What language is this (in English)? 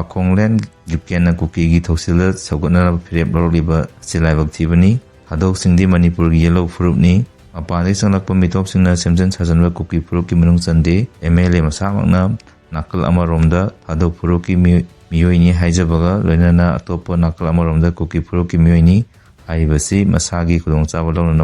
Manipuri